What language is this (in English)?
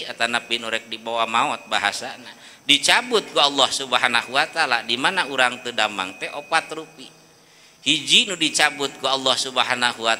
Sundanese